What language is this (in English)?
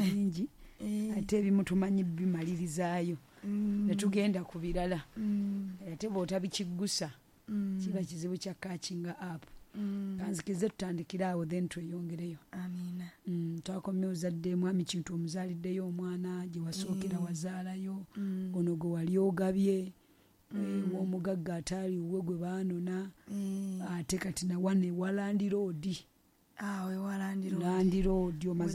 Ganda